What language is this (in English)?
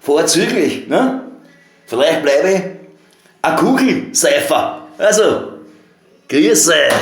Bavarian